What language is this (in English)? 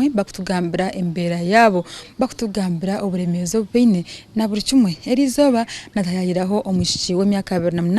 Nyankole